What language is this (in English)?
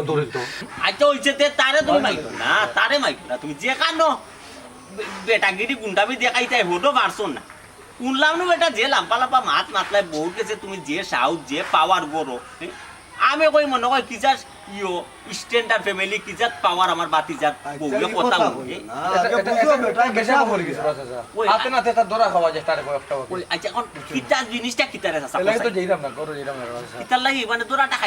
Sylheti